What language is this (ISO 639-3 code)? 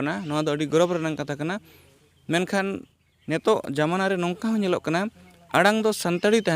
sat